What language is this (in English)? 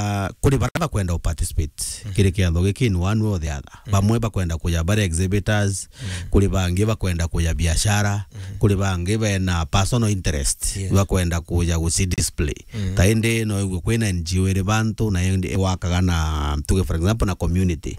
Meru